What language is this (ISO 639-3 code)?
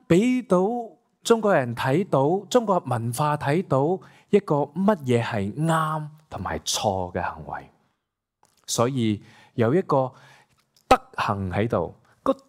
yue